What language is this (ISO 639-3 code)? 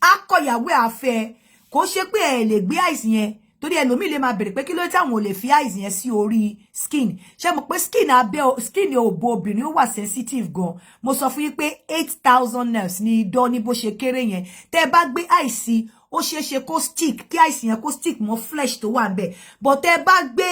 yor